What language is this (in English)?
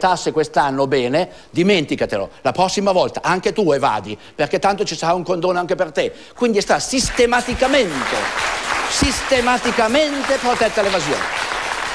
Italian